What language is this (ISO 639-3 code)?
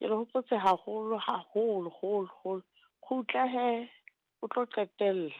sot